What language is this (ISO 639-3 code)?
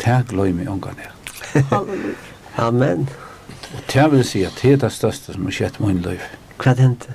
fao